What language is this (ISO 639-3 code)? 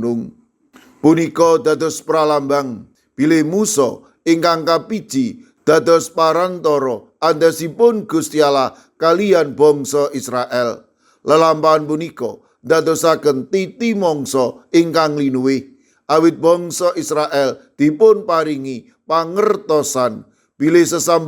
jav